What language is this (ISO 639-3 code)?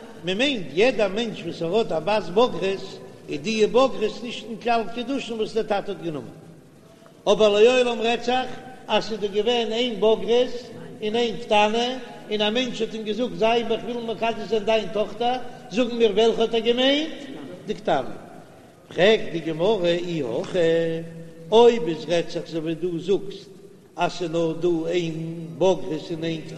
yid